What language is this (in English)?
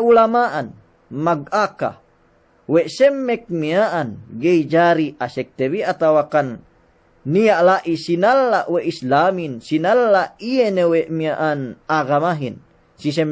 Yakan